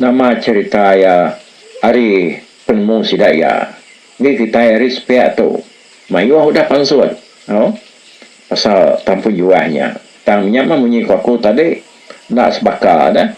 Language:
Iban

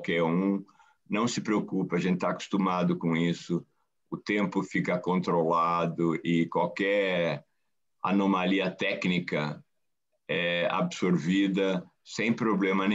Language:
Portuguese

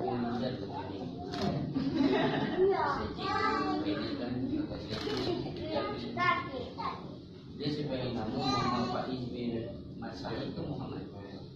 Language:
Malay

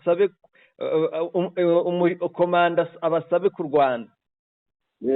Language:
Kinyarwanda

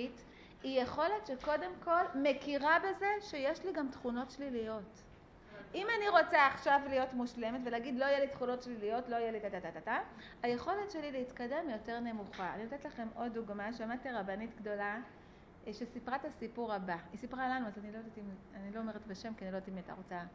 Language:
Hebrew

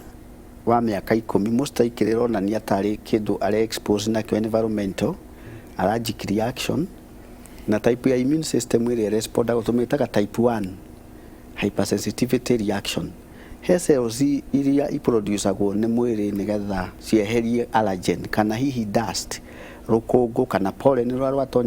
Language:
Kikuyu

